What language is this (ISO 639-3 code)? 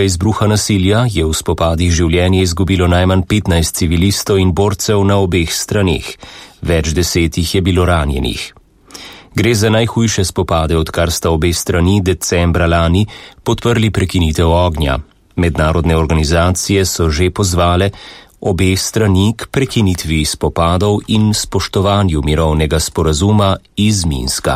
slv